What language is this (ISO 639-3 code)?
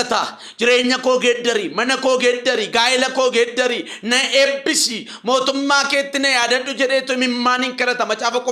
orm